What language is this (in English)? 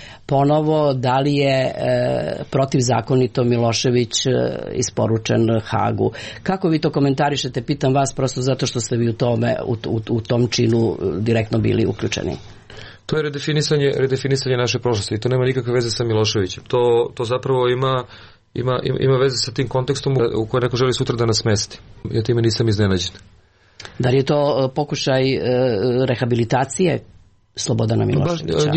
Serbian